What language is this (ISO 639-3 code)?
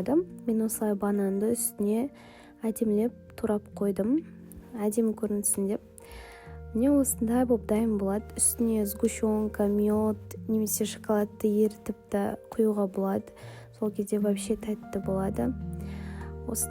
kaz